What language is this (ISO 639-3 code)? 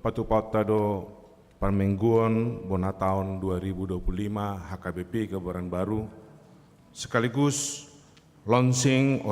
bbc